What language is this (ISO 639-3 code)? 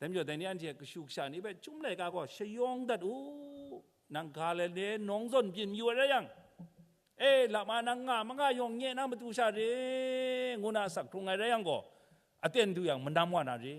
kac